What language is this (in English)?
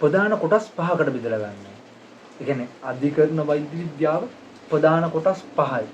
Sinhala